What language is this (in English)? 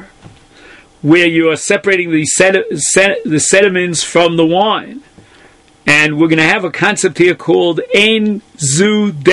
English